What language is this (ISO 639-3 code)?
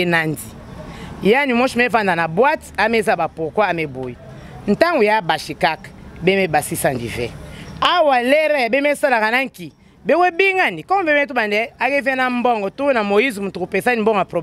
lin